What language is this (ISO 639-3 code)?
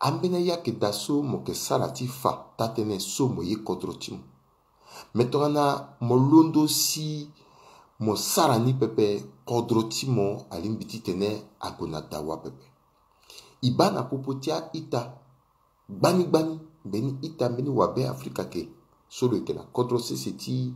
sag